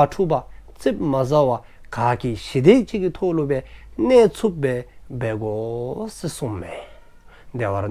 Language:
Dzongkha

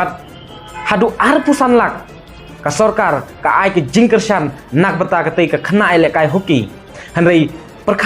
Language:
Khasi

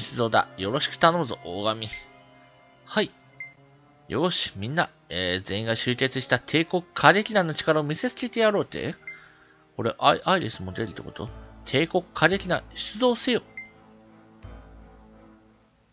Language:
Japanese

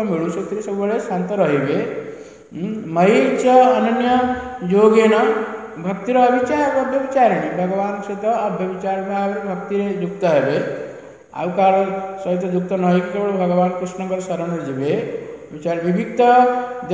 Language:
Odia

